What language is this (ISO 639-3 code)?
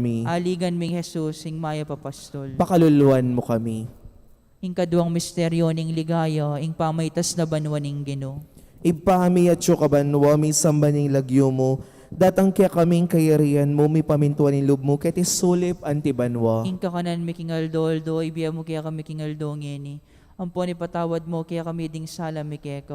pam